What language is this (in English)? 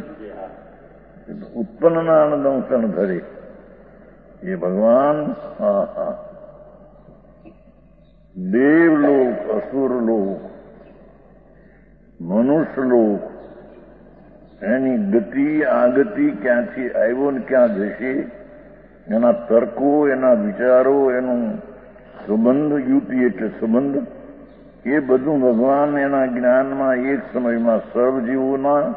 Gujarati